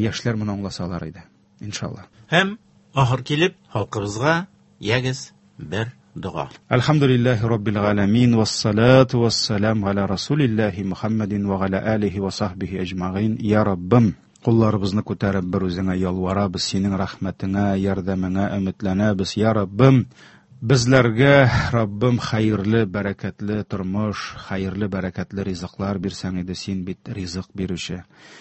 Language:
Tatar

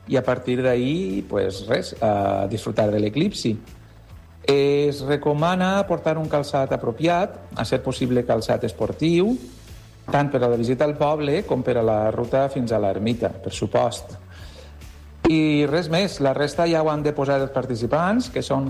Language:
Catalan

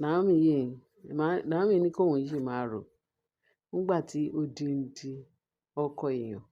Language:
Yoruba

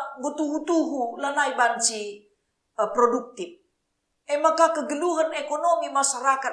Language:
Batak Karo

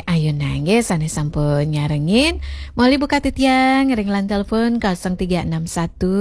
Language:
Balinese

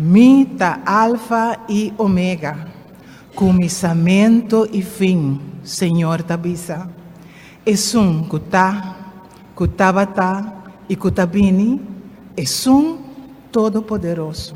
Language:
Papiamento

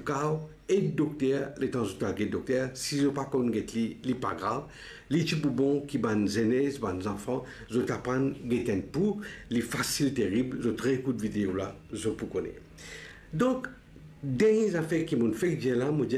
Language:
Morisyen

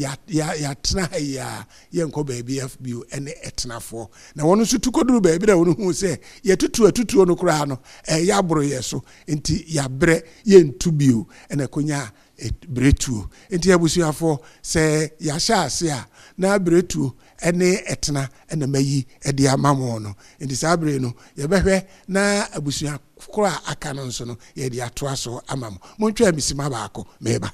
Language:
Akan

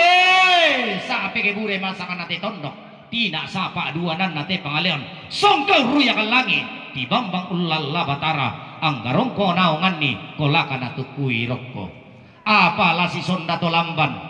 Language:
Toraja-Sa'dan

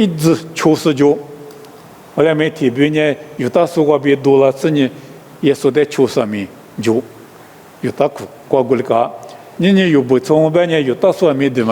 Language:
Lisu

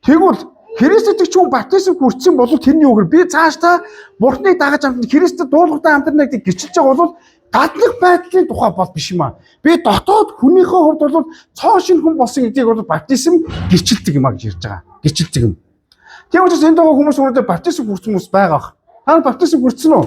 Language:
Mongolian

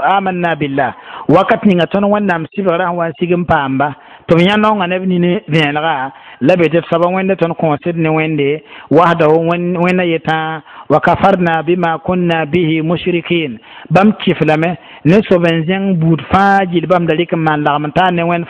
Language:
Mossi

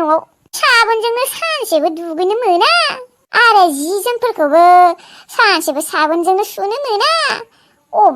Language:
Bodo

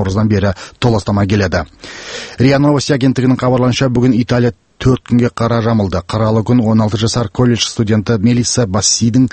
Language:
Kazakh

